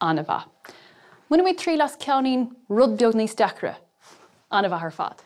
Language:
Irish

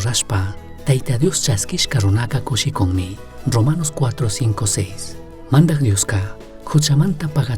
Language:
Chimborazo Highland Quichua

